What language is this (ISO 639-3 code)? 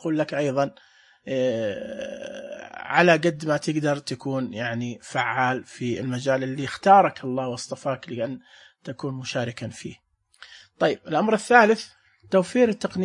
ars